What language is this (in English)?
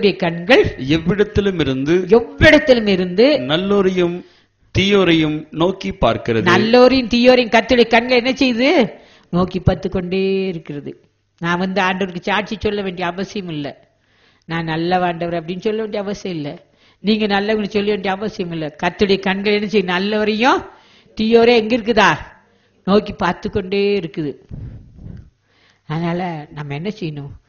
Tamil